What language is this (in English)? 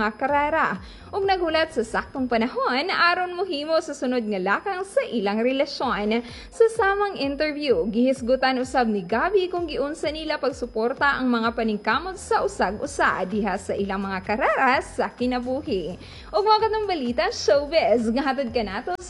Cebuano